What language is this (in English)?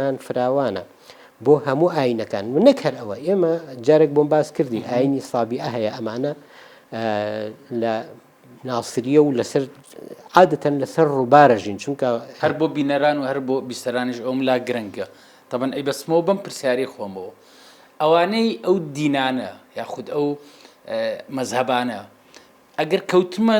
Central Kurdish